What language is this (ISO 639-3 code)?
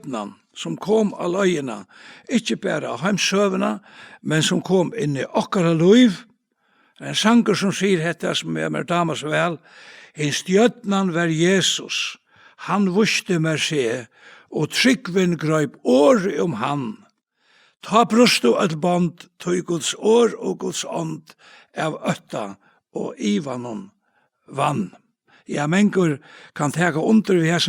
fao